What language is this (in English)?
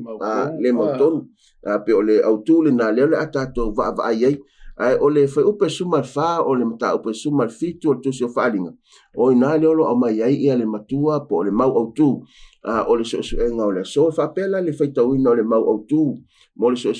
Samoan